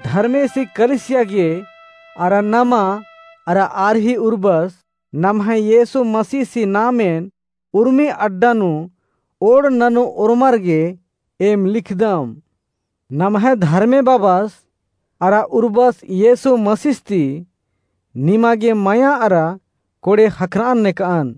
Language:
Kurukh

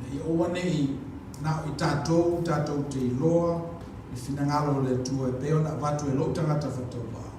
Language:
Samoan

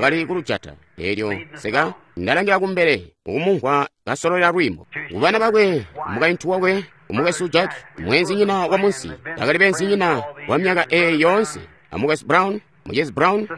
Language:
Tonga (Zambia)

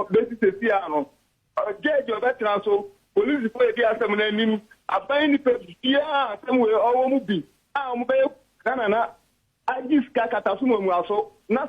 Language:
Akan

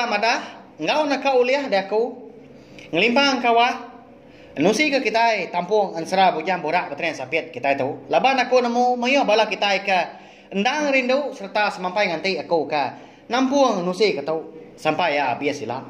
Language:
Iban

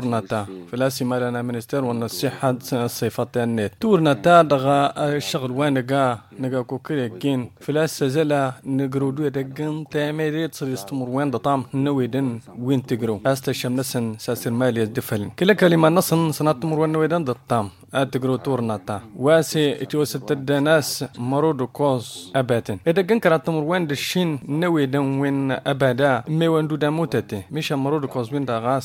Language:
Tamasheq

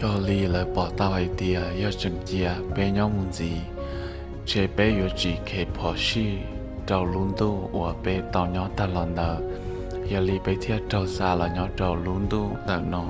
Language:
Hmong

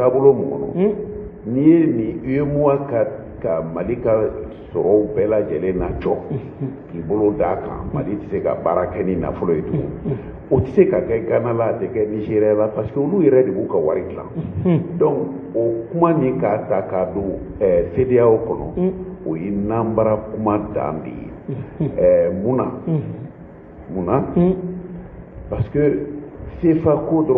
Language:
Bambara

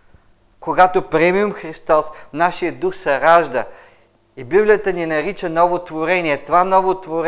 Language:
Bulgarian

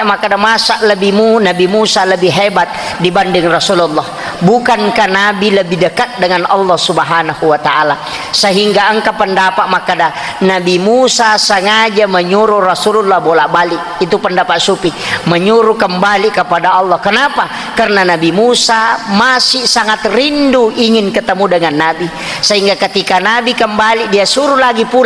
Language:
Buginese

